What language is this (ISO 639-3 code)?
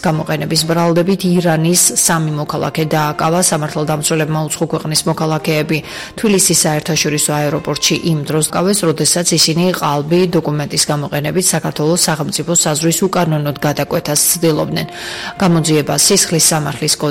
kat